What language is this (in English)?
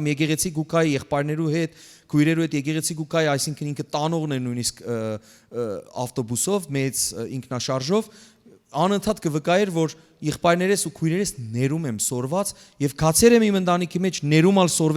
Western Armenian